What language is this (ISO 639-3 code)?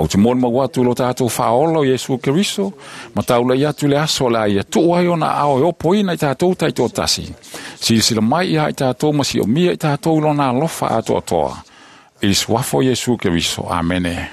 smo